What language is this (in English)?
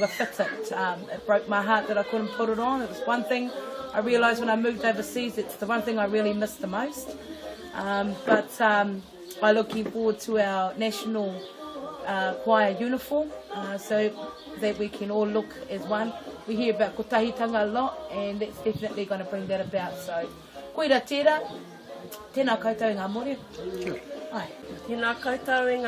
Māori